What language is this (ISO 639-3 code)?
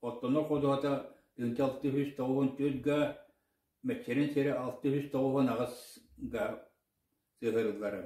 sah